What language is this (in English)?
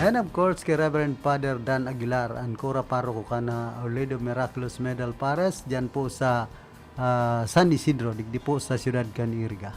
Bikol